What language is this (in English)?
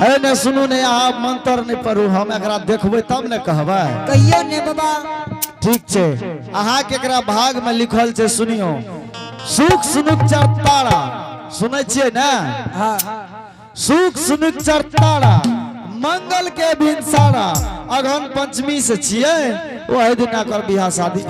Angika